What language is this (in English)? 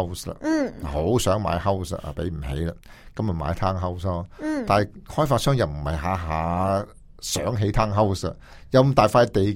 Cantonese